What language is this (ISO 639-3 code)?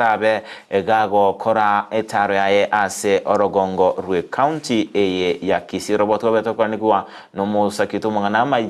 guz